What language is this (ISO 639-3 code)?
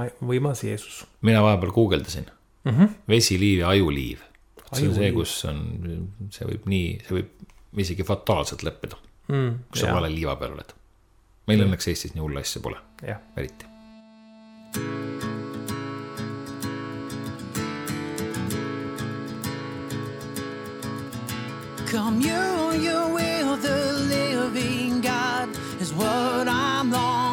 est